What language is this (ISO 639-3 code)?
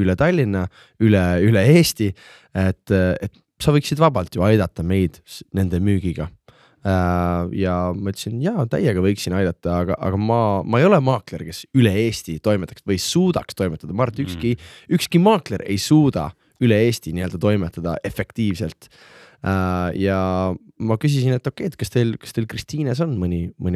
est